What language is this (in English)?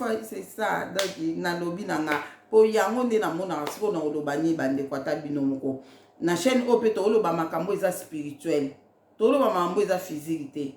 Lingala